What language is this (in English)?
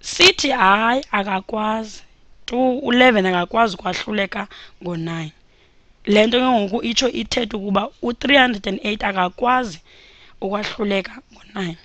Xhosa